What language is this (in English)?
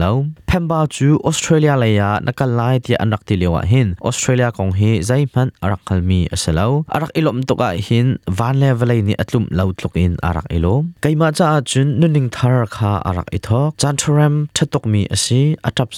Hakha Chin